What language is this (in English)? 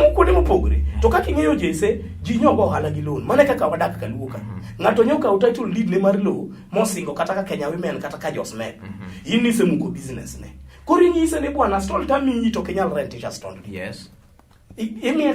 Luo (Kenya and Tanzania)